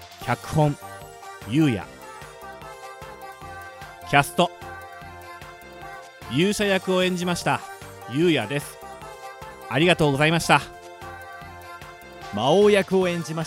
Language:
Japanese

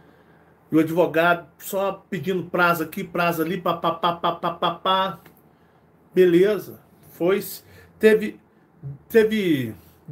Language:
Portuguese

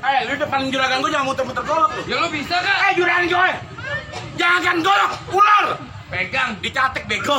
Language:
Betawi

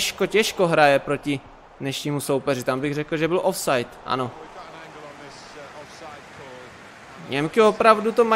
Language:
Czech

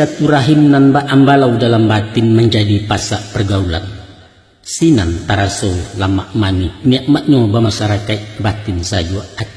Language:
Minangkabau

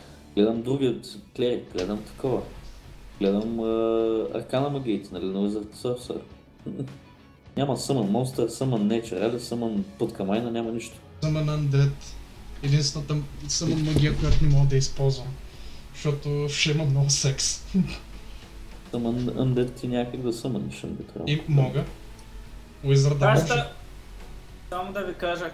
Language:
Bulgarian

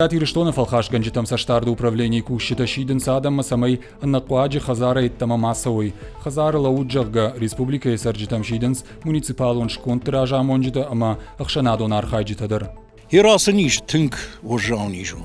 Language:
Ossetic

